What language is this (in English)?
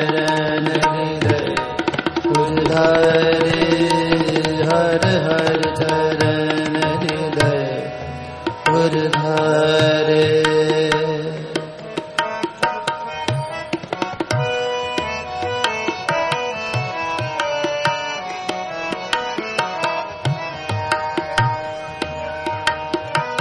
Hindi